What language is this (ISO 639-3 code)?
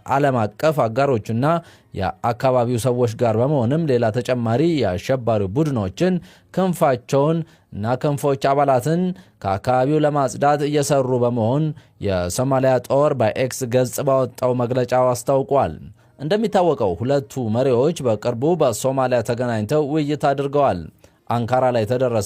amh